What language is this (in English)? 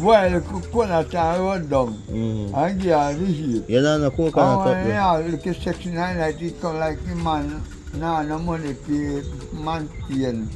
Jamaican Creole English